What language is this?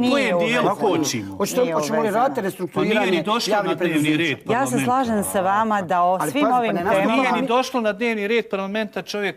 Bosnian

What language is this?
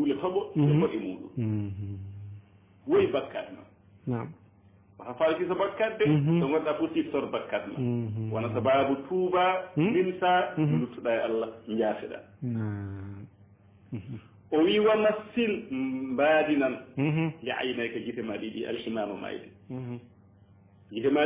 Fula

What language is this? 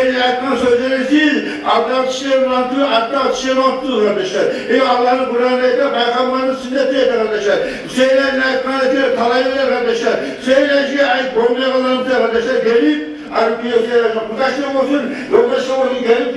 Kumyk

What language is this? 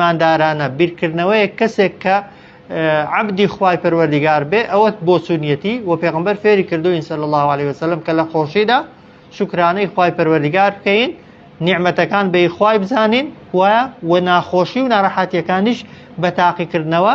Central Kurdish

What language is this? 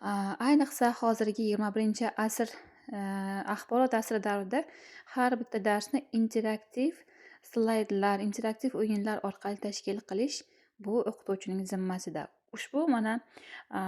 Uzbek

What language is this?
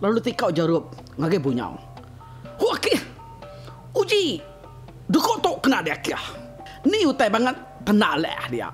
Iban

